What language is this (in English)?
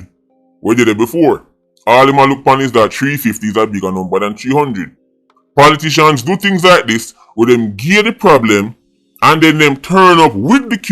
Jamaican Creole English